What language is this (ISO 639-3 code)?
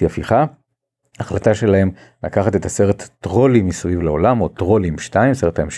heb